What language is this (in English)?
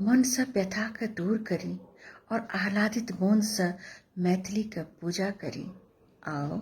Maithili